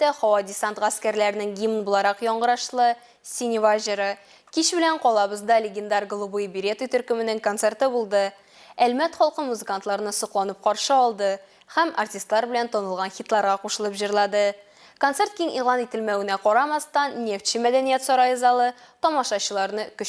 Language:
Tatar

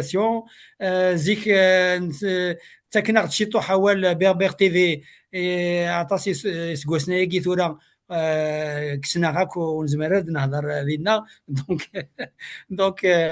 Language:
Kabyle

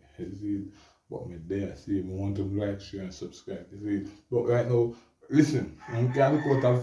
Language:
Jamaican Creole English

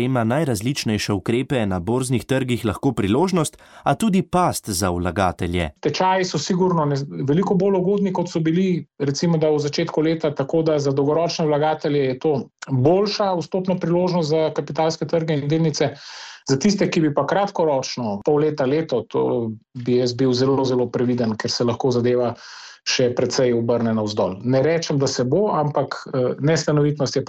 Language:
Slovenian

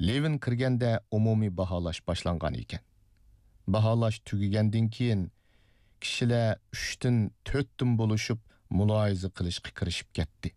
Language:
Uyghur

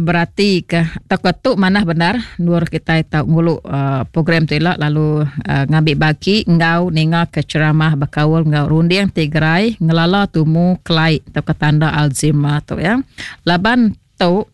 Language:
Iban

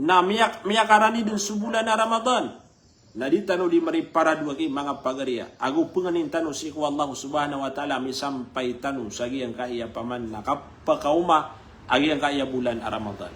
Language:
Maranao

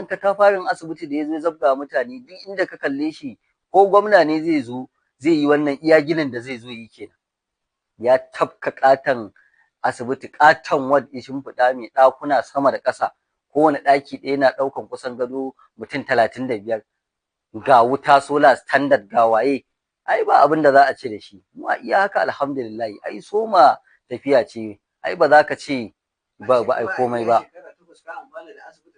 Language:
Hausa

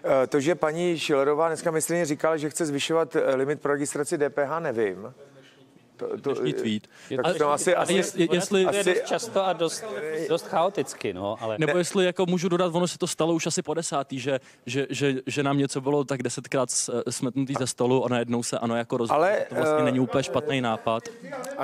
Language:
Czech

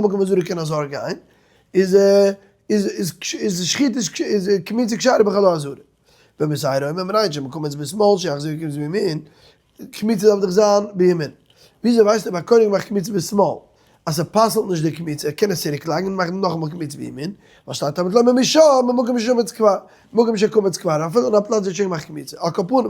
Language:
Yiddish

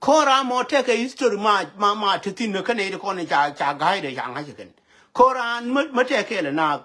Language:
Nuer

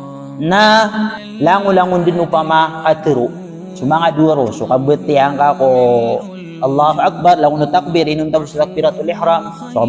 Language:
Maranao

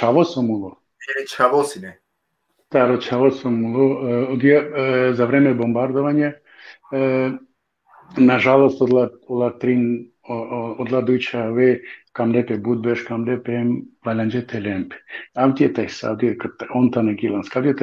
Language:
Balkan Romani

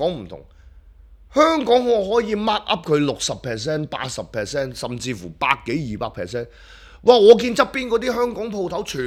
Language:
Cantonese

